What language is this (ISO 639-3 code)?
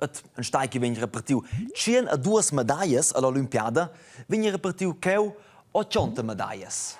roh